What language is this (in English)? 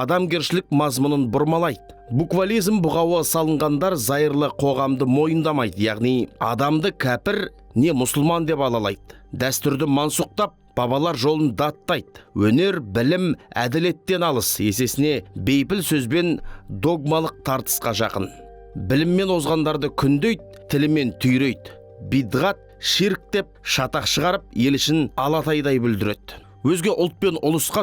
Kazakh